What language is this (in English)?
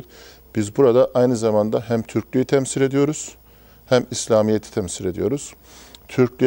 Turkish